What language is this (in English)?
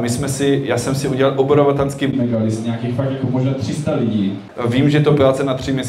Czech